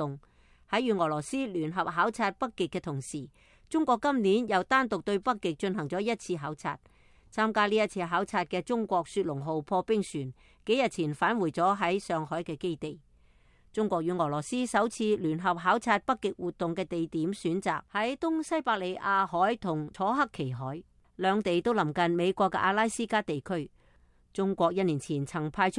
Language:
Cantonese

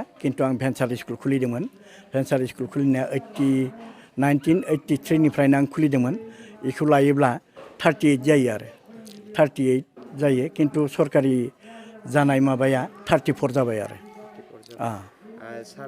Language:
Bodo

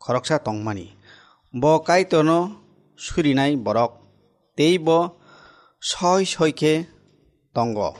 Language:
Kok Borok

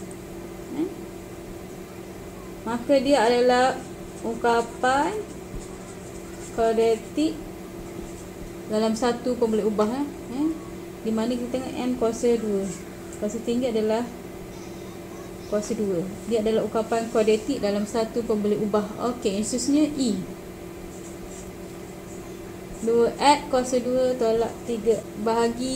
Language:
Malay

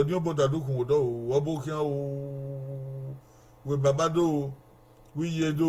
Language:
Bini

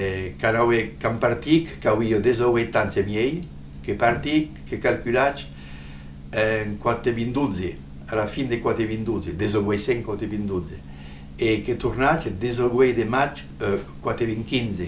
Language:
Occitan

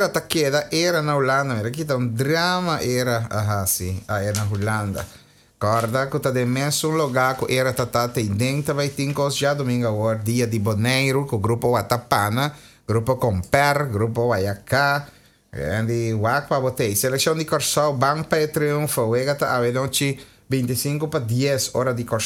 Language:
Papiamento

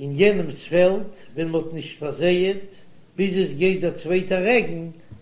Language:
Yiddish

